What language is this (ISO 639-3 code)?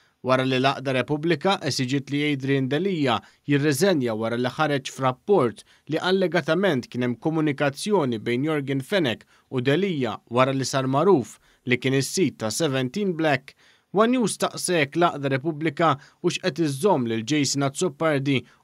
mlt